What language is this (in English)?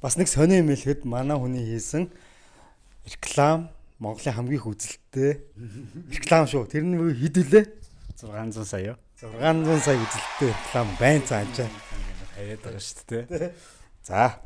Mongolian